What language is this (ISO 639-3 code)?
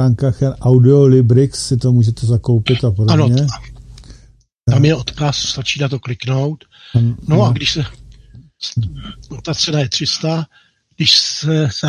ces